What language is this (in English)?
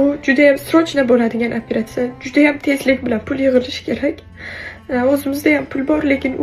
Uzbek